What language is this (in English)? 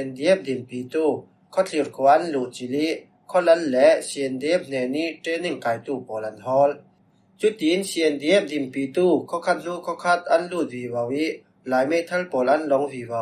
Falam Chin